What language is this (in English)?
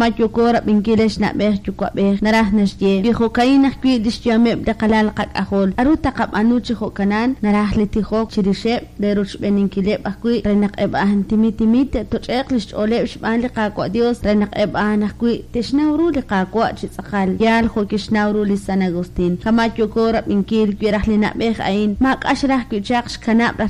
Kekchí